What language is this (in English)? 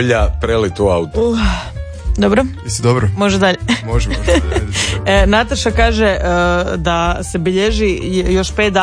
Croatian